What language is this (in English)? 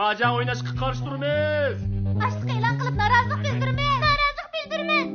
Uyghur